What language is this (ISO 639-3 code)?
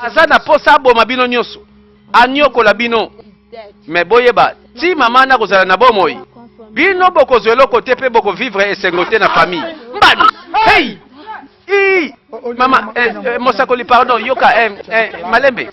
lin